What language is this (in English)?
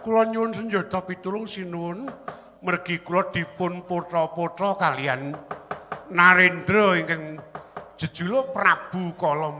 Javanese